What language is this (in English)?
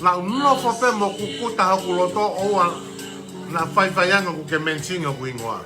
Tongan